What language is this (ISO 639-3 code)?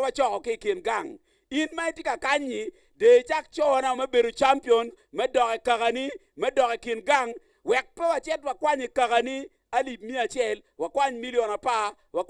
ach